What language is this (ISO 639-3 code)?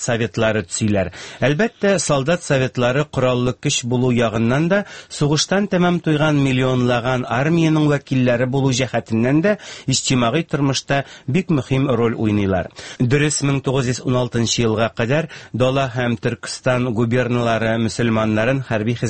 tat